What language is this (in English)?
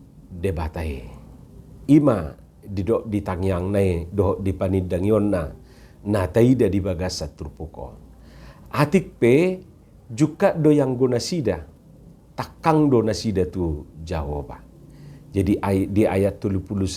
Batak Toba